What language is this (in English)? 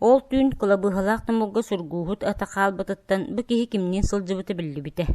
Yakut